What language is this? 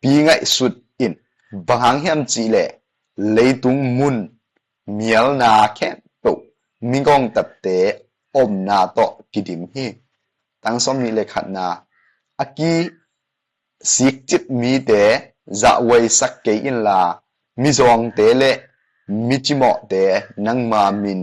Tedim Chin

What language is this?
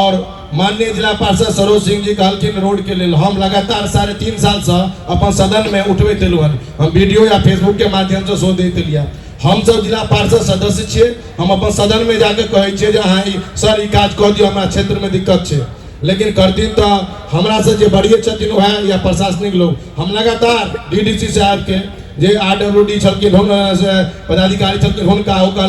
Maithili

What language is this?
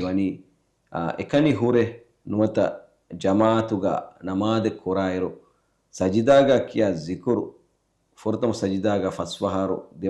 Divehi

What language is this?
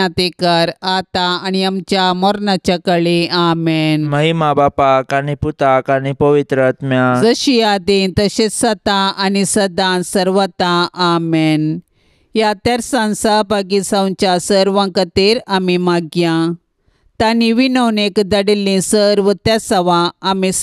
Konkani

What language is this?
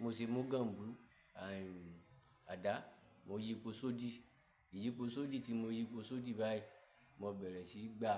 Yoruba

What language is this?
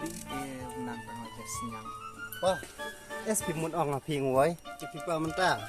Khasi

